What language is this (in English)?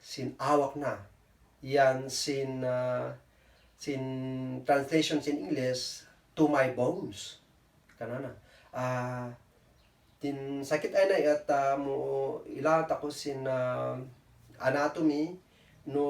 Kankanaey